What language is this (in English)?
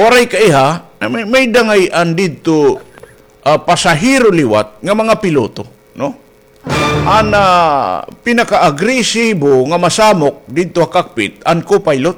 Waray